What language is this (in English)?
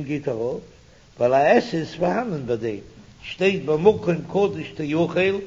Yiddish